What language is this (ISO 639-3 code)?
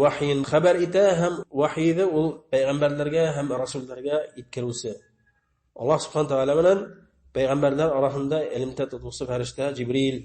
bak